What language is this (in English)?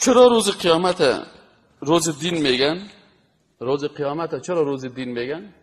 Persian